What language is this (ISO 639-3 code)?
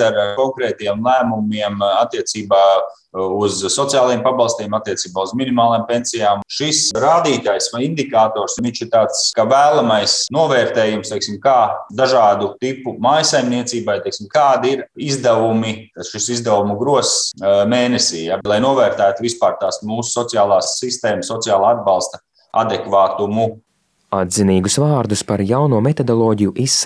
lav